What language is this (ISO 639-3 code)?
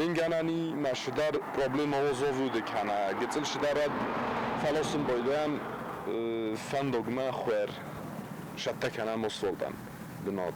oss